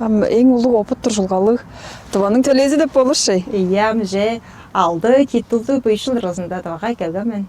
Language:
Tuvinian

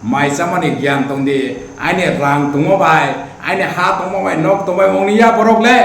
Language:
Riang (India)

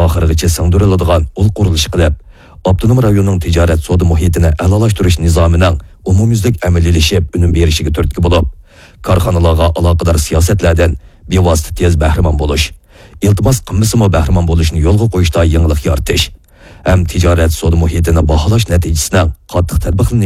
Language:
Uyghur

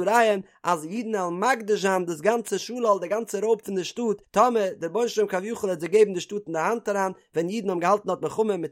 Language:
Yiddish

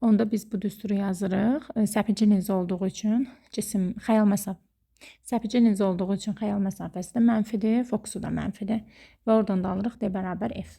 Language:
Azerbaijani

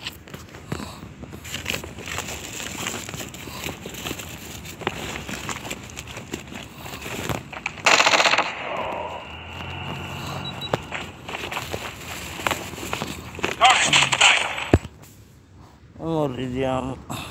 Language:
Italian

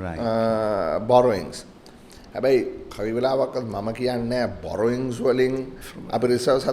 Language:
Sinhala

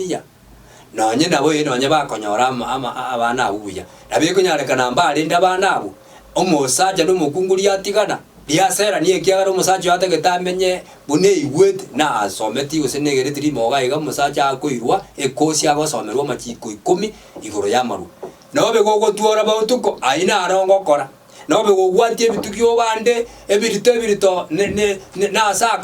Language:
Gusii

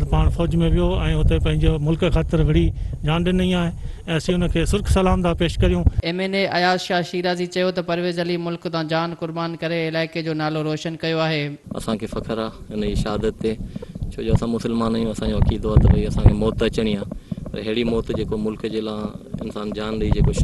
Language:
Sindhi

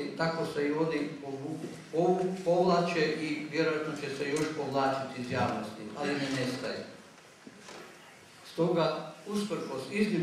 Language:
Croatian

